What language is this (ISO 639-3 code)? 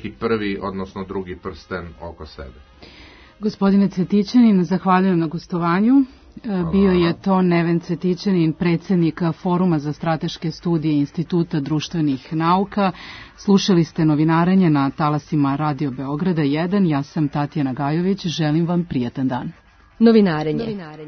srp